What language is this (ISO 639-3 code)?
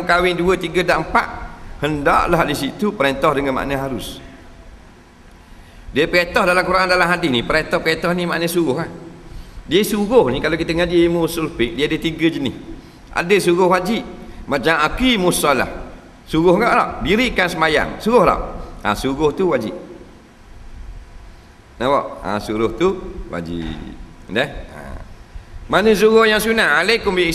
msa